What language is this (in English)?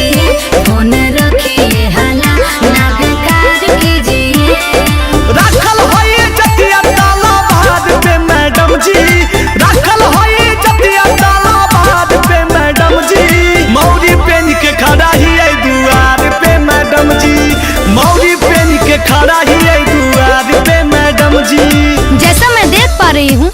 Magahi